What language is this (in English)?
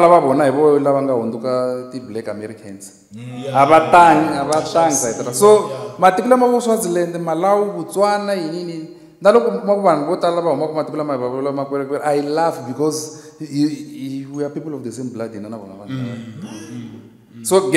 Tsonga